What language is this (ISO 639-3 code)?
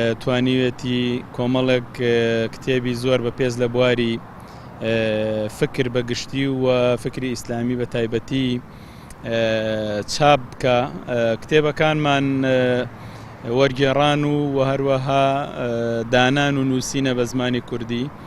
ckb